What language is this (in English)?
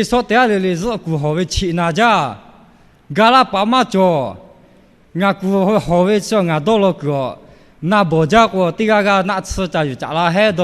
Lahu